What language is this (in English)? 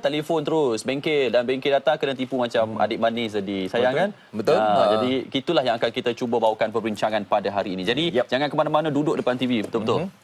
Malay